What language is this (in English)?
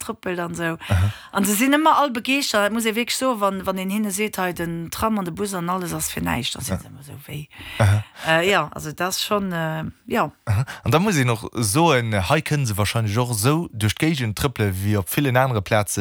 Luxembourgish